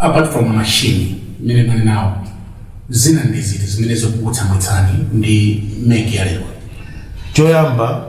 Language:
Nyanja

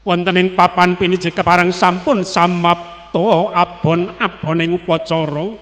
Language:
Javanese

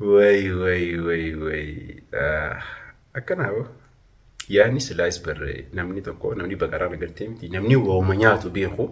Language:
Oromo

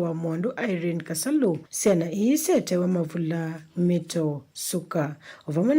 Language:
Kamba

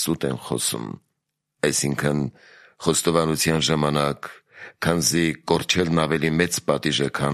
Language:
Armenian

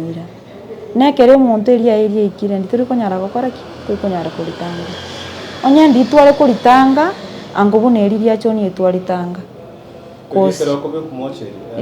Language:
Gusii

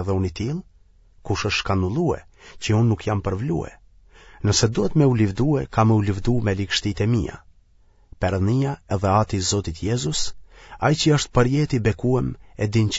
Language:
Albanian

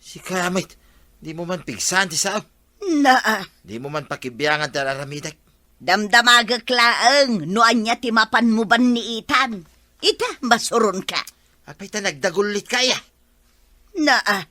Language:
Iloko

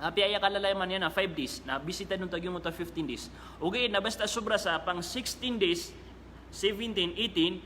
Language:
Maranao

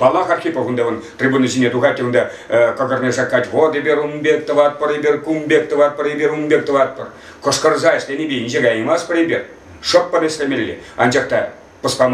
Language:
Chuvash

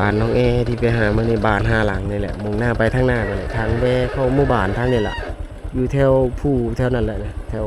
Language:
Lao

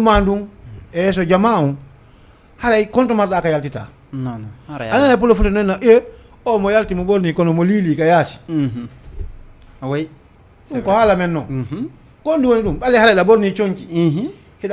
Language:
Fula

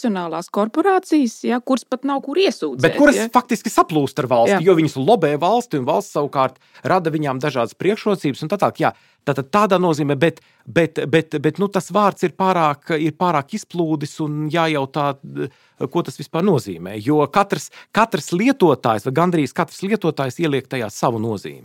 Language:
Latvian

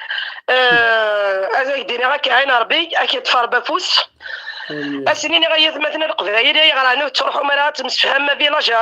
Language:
Kabyle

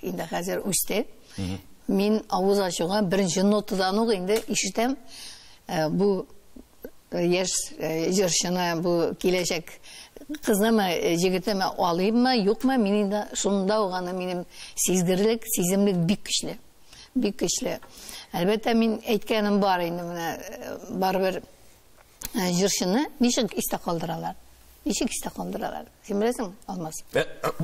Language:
Tatar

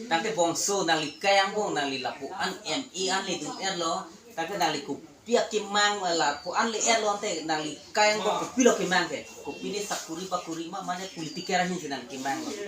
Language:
Karbi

